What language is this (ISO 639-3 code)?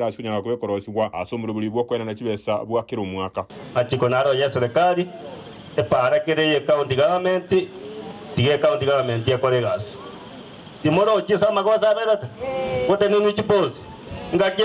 guz